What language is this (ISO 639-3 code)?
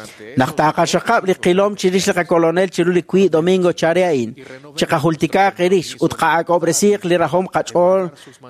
kek